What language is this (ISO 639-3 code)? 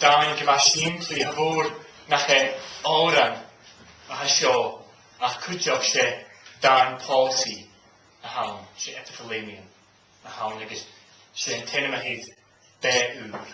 gla